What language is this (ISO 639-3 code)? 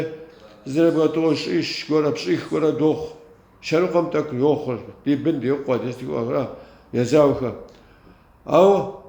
kbd